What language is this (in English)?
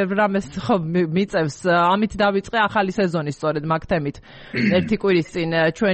Georgian